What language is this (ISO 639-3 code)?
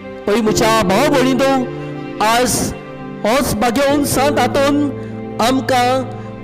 kok